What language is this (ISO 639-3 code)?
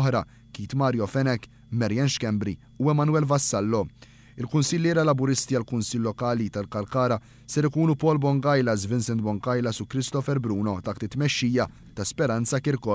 mlt